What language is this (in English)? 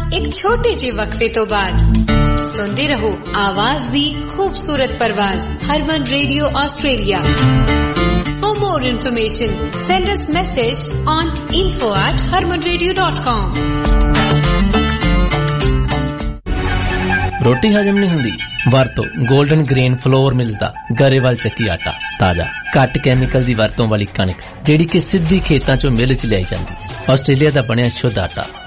Punjabi